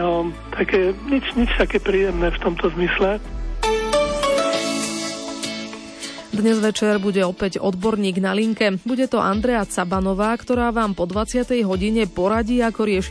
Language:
Slovak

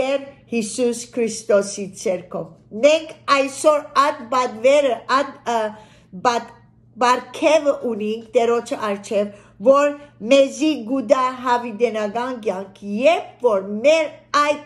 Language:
Western Armenian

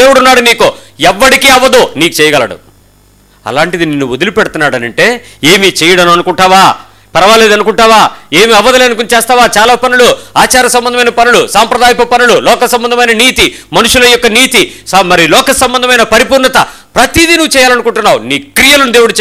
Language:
Telugu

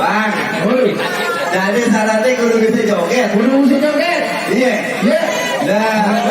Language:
Betawi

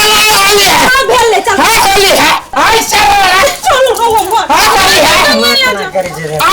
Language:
Maithili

